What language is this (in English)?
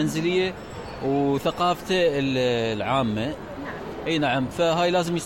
Mesopotamian Arabic